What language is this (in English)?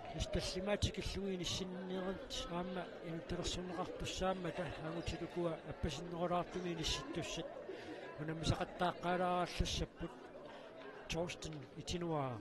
Kalaallisut